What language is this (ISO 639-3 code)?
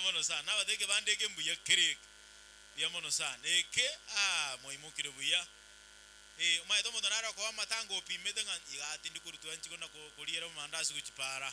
guz